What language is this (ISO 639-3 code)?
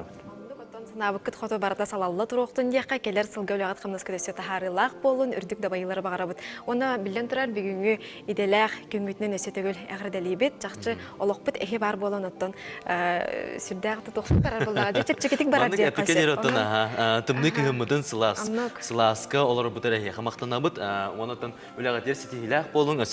sah